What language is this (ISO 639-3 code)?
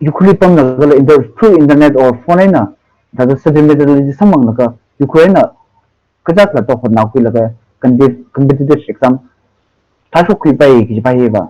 nmf